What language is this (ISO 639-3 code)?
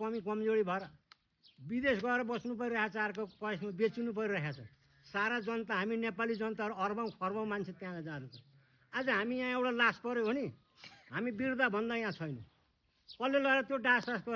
nep